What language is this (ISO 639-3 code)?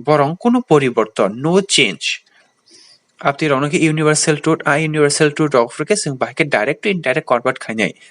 trp